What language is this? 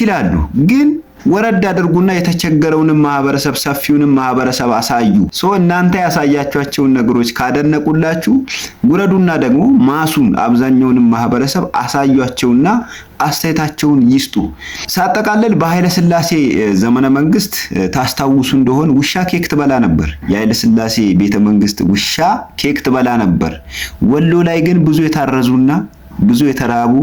Amharic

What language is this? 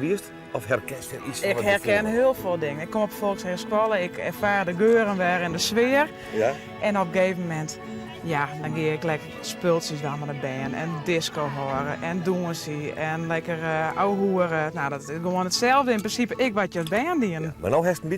Western Frisian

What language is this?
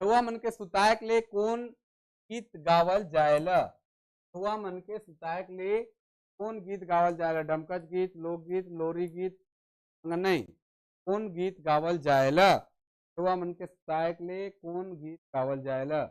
Sadri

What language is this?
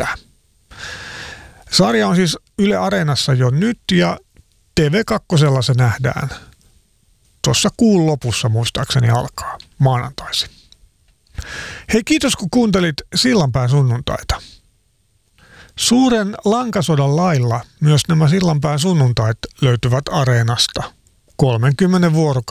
Finnish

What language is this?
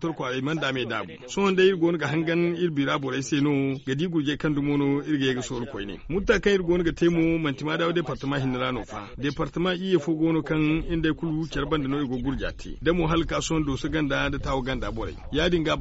Zarma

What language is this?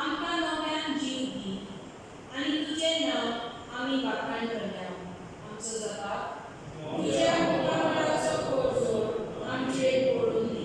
Konkani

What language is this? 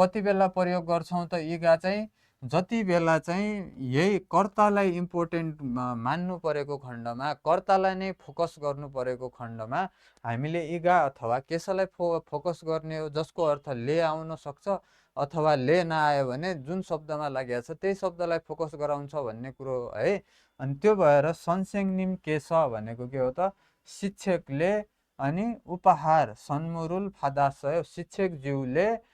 Nepali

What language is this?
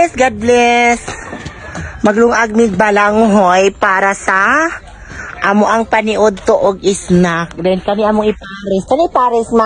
Cebuano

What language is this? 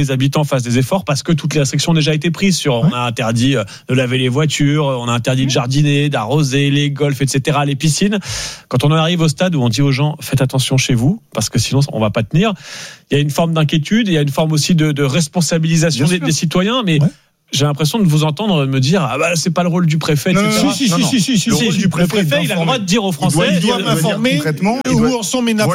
French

